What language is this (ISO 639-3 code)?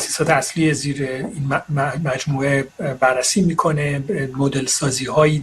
fas